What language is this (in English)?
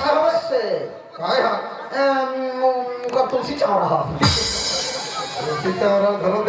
Chhattisgarhi